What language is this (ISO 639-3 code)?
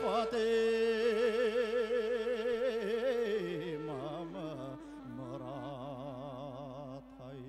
bak